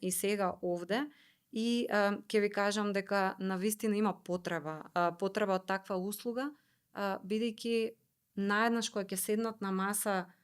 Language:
Macedonian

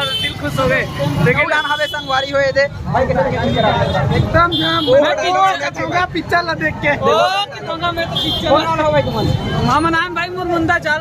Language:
Chhattisgarhi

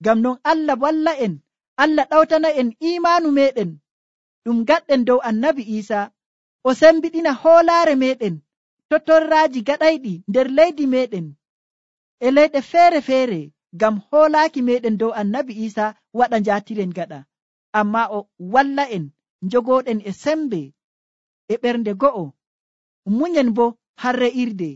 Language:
Nigerian Fulfulde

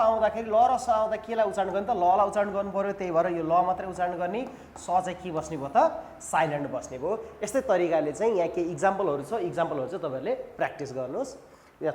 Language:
Nepali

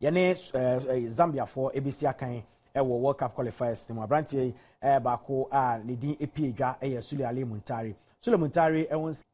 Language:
Akan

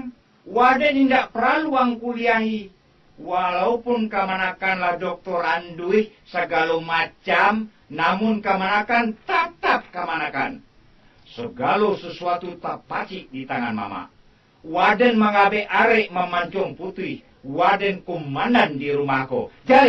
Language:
Minangkabau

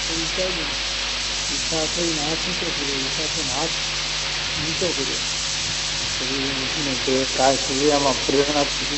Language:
Gujarati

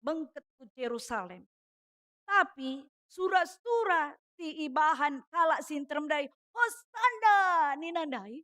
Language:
Batak Karo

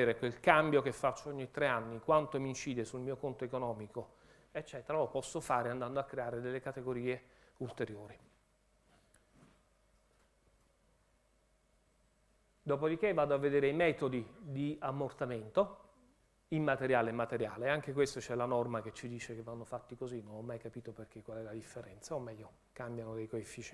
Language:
Italian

